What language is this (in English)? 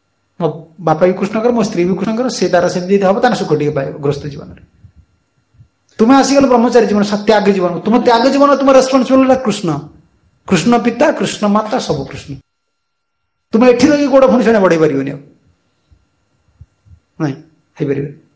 Odia